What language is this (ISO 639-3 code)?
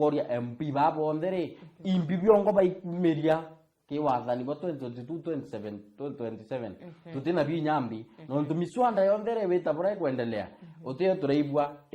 mer